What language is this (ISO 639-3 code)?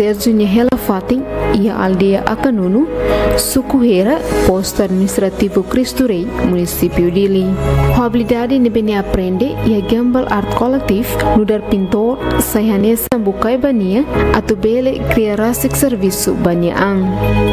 tet